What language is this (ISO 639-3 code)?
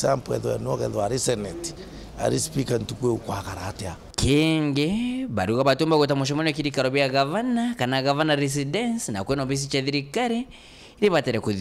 mer